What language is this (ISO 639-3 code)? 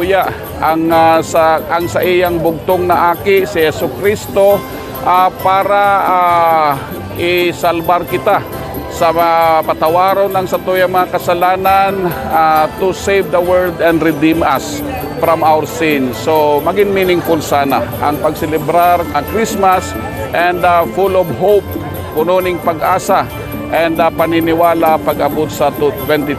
bik